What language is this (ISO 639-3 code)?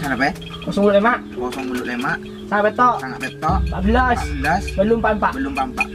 mad